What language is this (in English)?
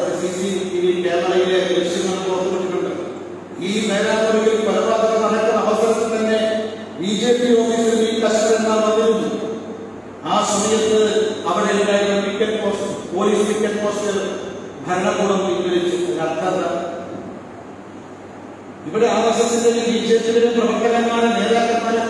Malayalam